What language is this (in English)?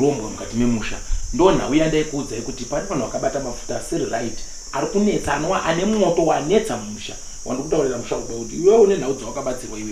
Shona